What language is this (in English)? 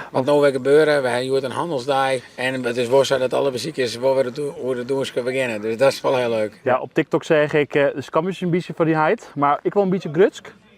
Western Frisian